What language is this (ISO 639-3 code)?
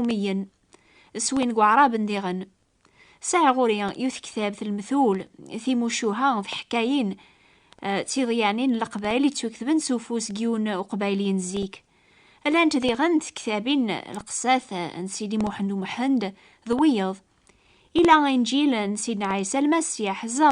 kab